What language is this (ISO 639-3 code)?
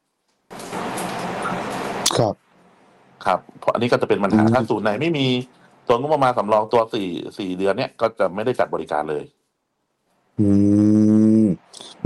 tha